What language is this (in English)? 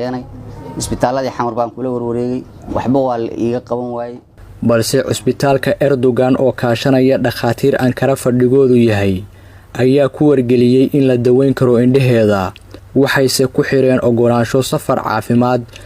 Somali